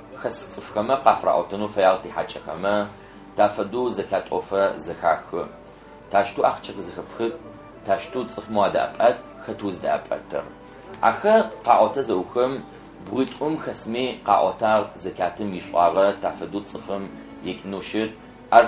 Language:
Adyghe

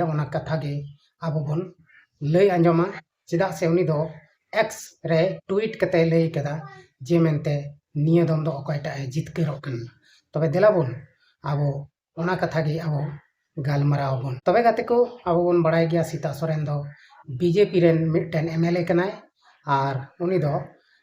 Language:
Santali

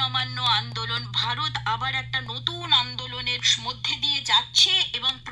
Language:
Bangla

